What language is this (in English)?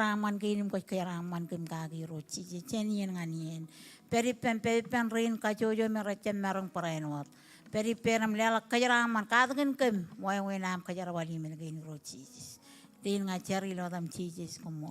Marshallese